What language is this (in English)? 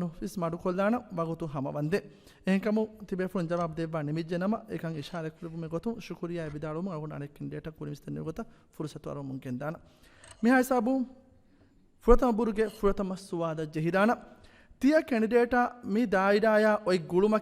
Divehi